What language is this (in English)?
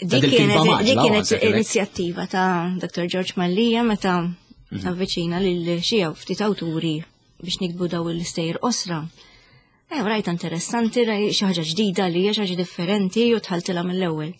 Maltese